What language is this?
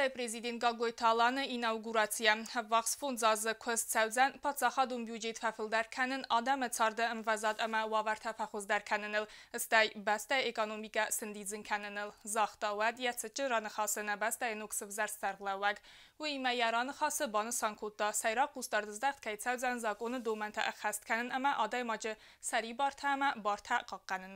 Ossetic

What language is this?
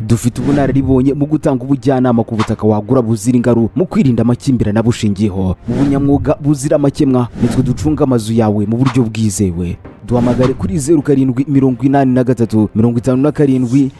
Kinyarwanda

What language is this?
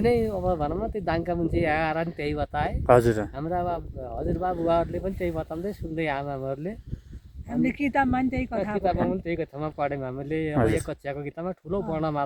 Nepali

